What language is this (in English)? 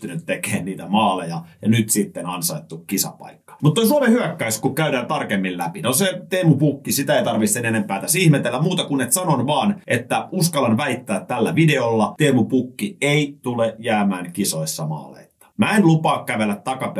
Finnish